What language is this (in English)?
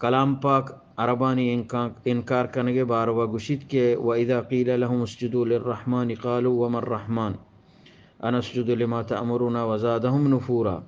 Eastern Balochi